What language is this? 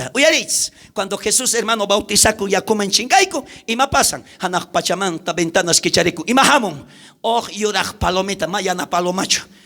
South Bolivian Quechua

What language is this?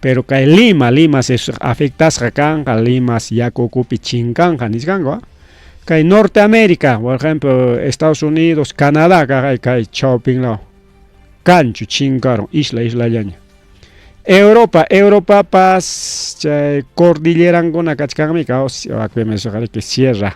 Ayacucho Quechua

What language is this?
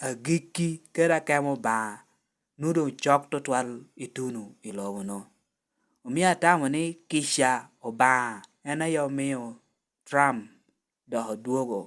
Lango (Uganda)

